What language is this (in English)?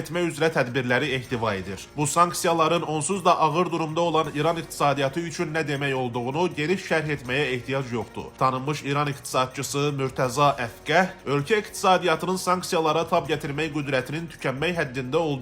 Azerbaijani